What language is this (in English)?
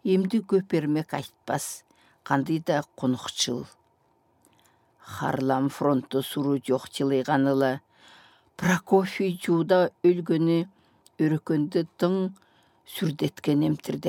Southern Altai